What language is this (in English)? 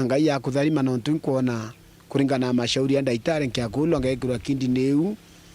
Meru